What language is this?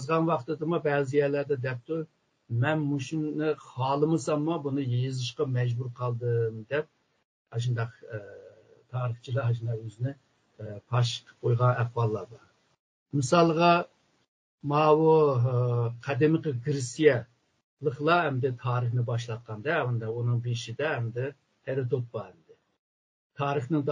Uyghur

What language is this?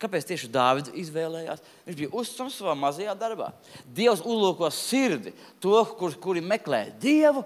Latvian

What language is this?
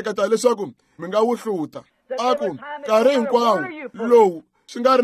Tsonga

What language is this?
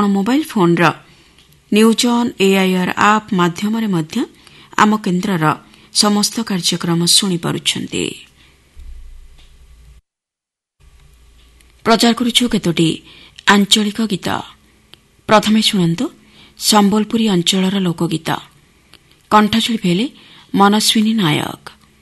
Odia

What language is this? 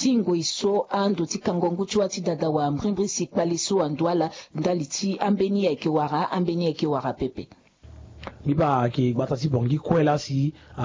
Sango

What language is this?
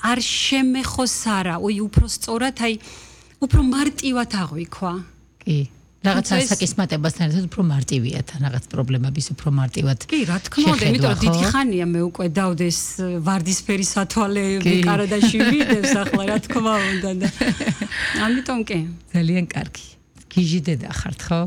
Georgian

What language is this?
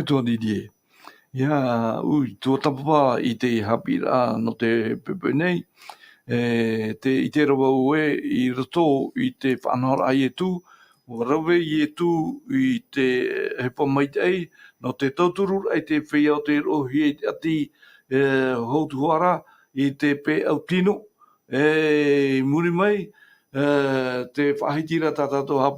Tahitian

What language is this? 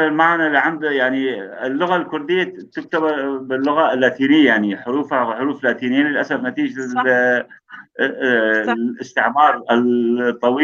North Levantine Arabic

